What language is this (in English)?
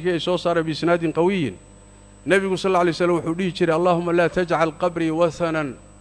Somali